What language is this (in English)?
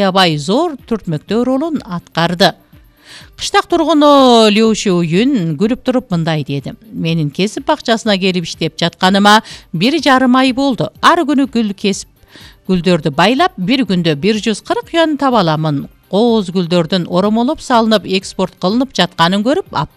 Kyrgyz